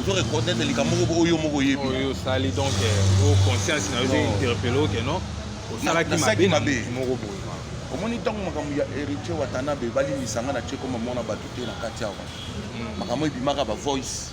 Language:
Lingala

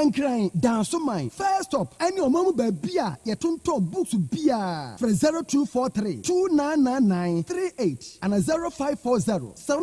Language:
Akan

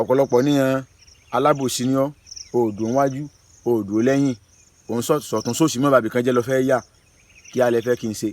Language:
Yoruba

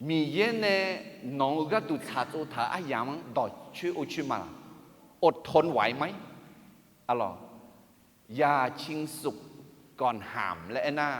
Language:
Akha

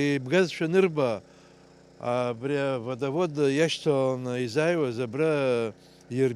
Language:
Abkhazian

